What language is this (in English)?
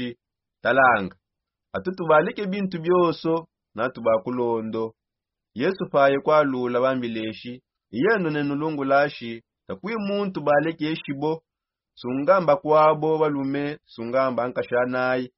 Songe